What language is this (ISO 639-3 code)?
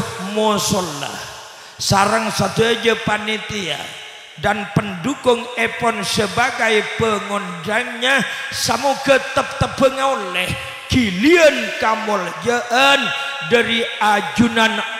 mad